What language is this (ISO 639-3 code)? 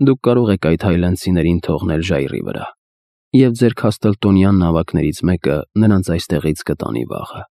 hye